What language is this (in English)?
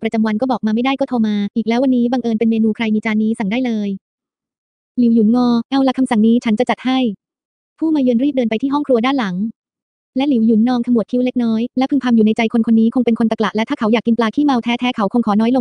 Thai